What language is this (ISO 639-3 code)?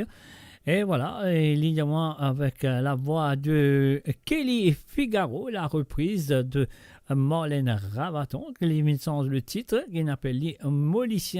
mfe